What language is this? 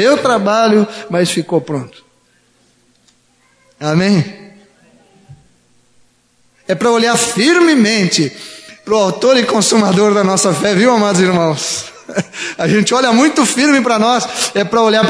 Portuguese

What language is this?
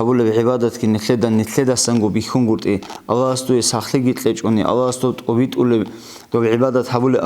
Avaric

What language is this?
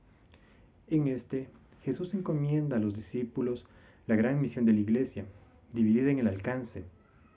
Spanish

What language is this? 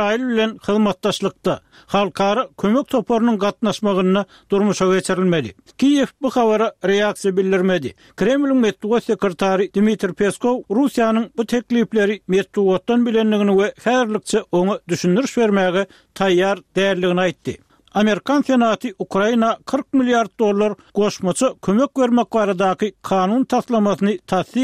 Turkmen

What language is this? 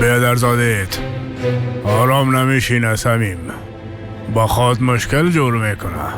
Persian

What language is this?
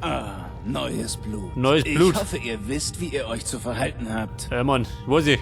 Bavarian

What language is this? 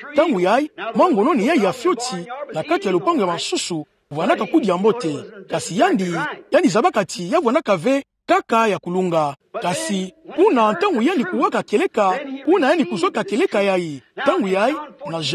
Kituba (Democratic Republic of Congo)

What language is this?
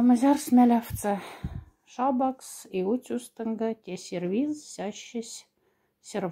Moksha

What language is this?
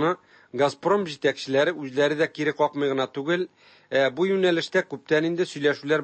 Tatar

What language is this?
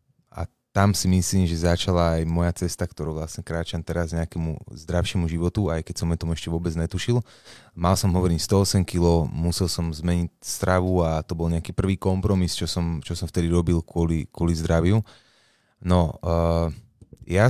Slovak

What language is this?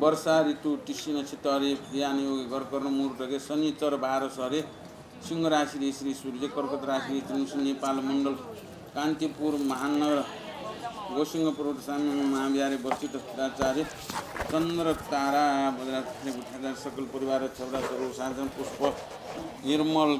Newari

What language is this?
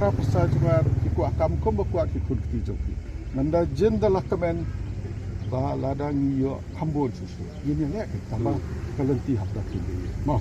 Khasi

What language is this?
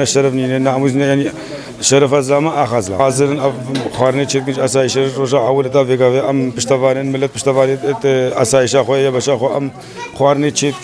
Kurdish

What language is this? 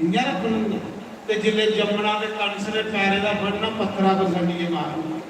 Dogri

